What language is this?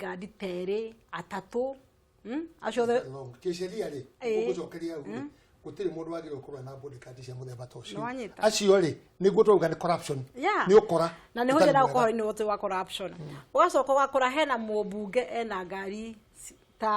Kikuyu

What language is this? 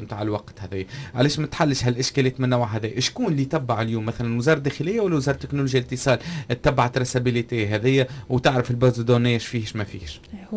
Tunisian Arabic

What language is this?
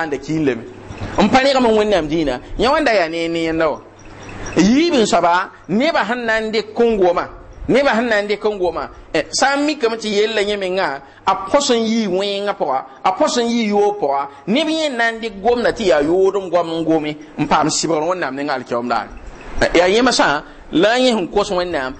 Mossi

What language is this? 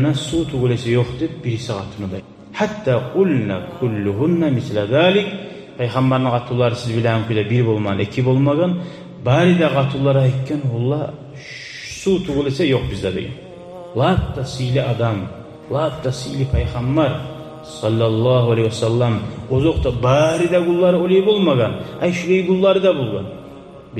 Kumyk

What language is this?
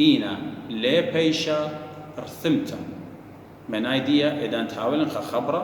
Assyrian Neo-Aramaic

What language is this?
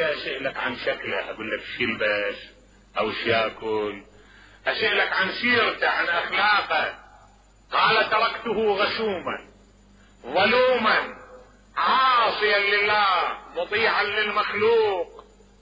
Mesopotamian Arabic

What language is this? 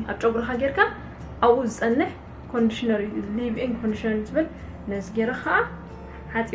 Tigrinya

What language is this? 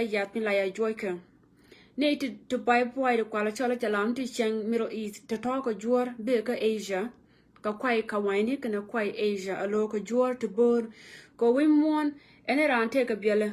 Nuer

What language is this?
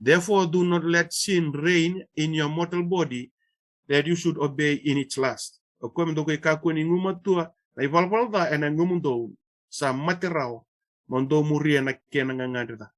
Fijian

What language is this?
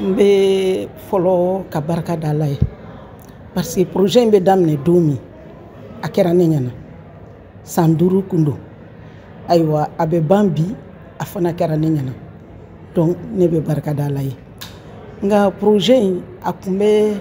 Bambara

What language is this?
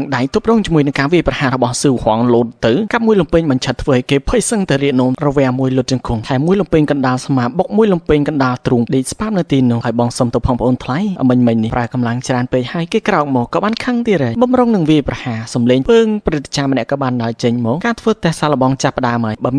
Khmer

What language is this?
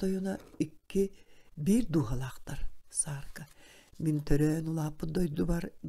Yakut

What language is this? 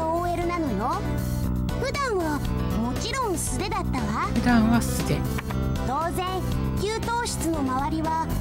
Japanese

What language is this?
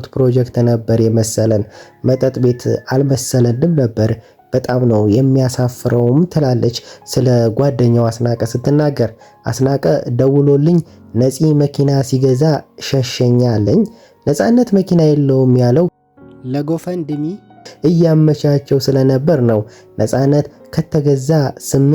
Amharic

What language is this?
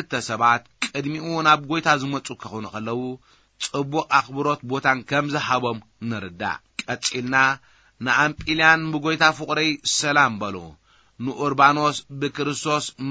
Tigrinya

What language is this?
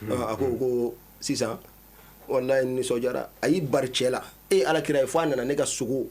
Bambara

